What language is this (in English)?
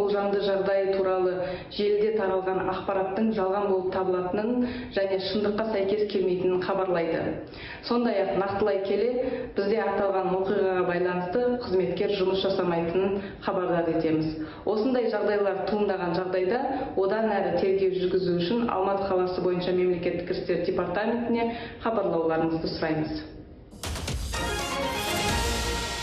Kazakh